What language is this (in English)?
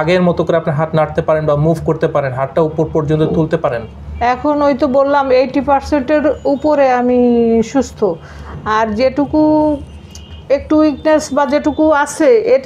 Bangla